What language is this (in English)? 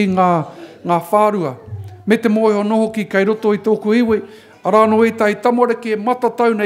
Māori